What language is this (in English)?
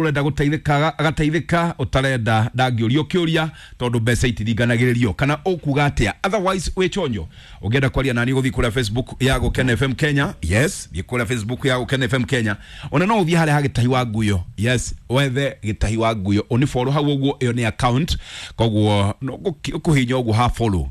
Kikuyu